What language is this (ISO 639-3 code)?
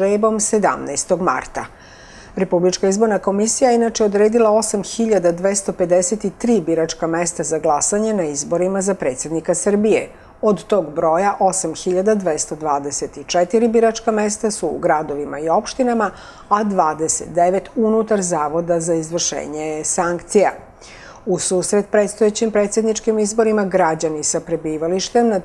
srp